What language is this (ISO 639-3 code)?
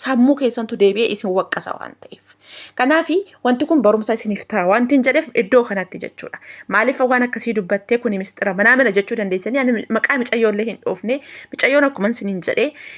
orm